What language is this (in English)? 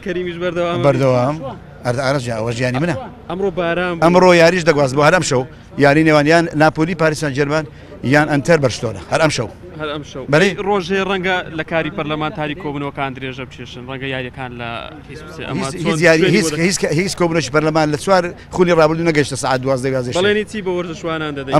Central Kurdish